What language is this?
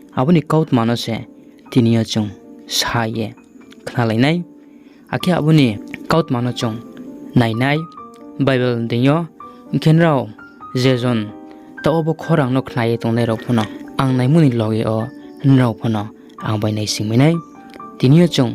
Riang (India)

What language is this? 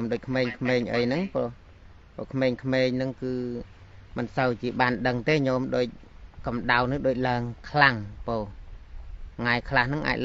Khmer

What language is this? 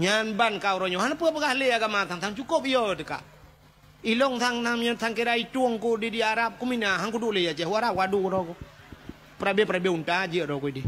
Achinese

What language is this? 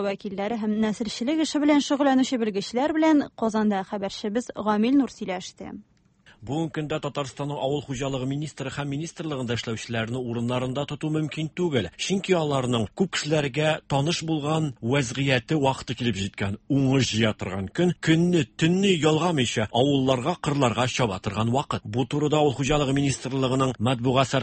Tatar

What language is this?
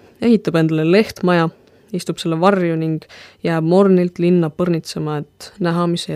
Estonian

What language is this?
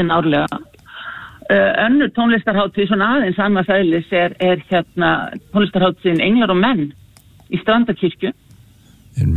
Icelandic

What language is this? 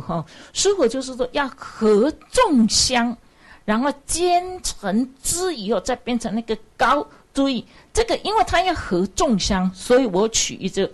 Chinese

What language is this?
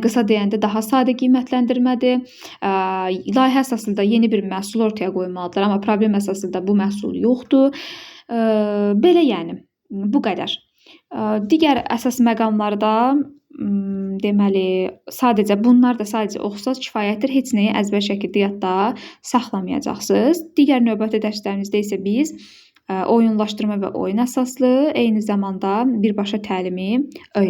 Azerbaijani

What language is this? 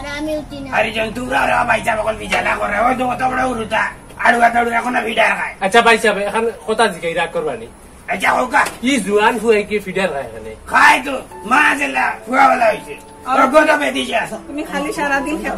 Sylheti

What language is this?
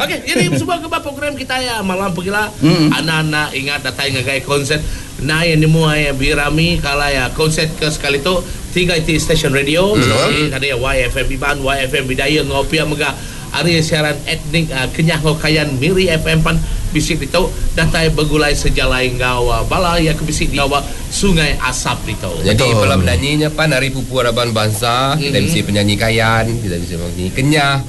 Iban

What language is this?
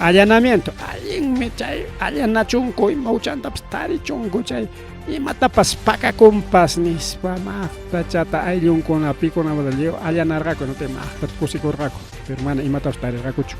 Ayacucho Quechua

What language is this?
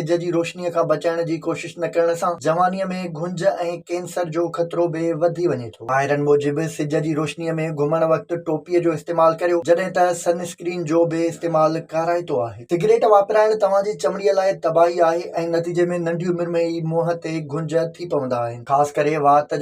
Sindhi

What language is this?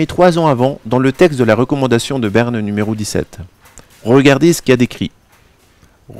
French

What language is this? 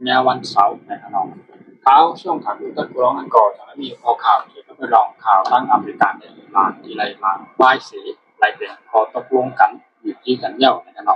Shan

